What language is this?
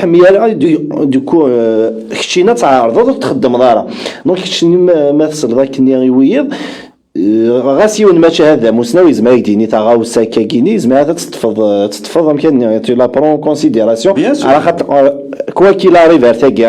Kabyle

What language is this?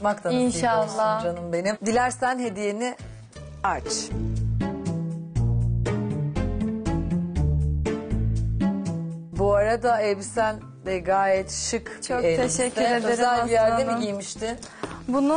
Turkish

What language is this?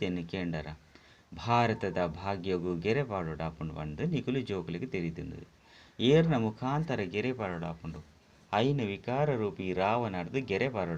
Tulu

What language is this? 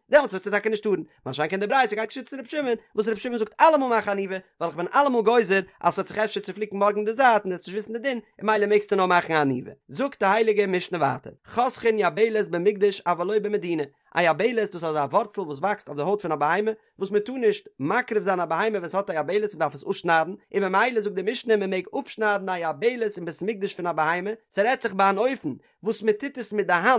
Yiddish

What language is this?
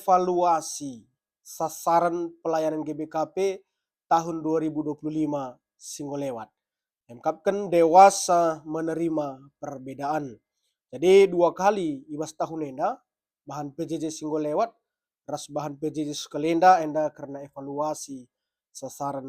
Batak Karo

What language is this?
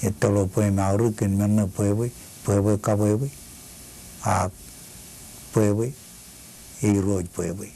Marshallese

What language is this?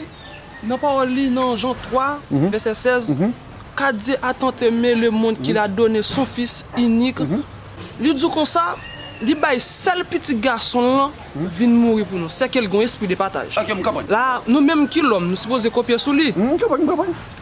Haitian Creole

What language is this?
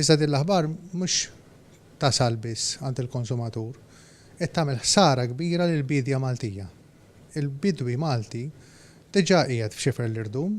Maltese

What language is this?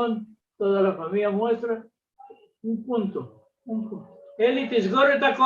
Ladino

